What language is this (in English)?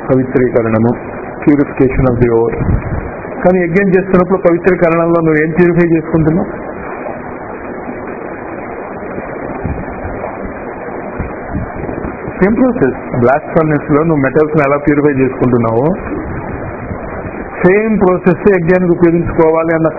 Telugu